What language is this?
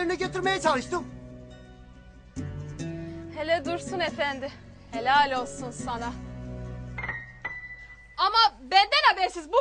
Turkish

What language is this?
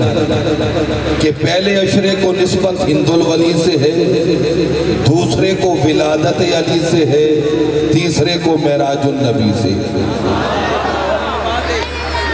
Urdu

